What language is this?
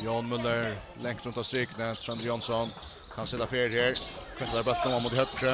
Faroese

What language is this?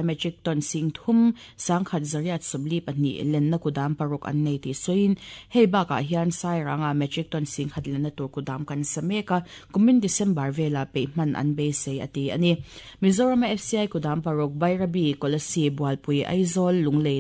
Mizo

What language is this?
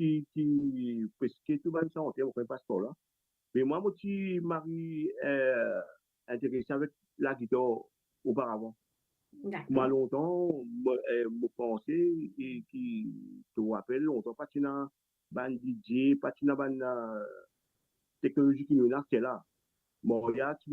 Morisyen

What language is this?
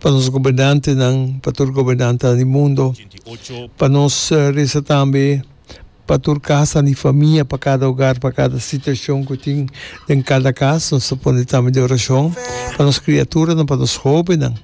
Papiamento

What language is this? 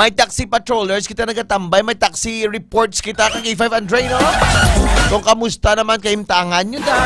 Hiligaynon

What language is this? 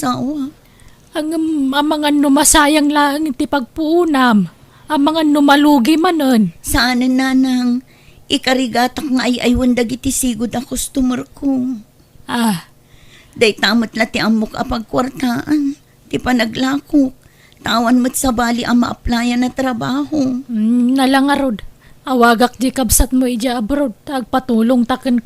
Iloko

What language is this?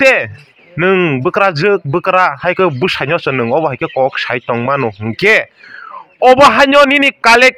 Kok Borok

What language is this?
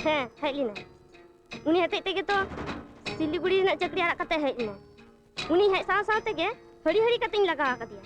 Santali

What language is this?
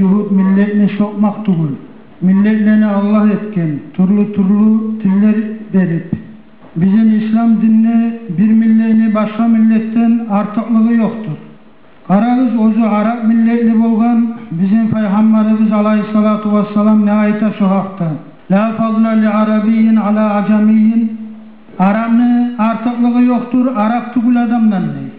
Kumyk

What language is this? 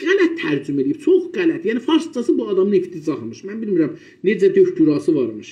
South Azerbaijani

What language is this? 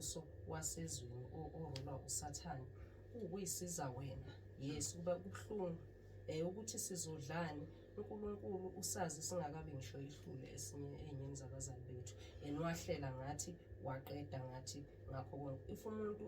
Zulu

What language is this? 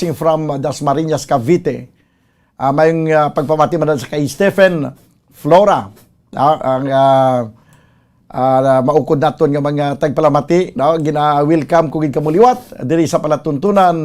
Hiligaynon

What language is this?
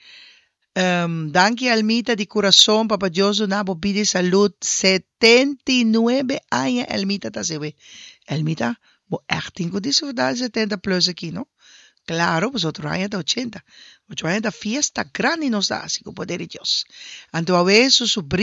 Papiamento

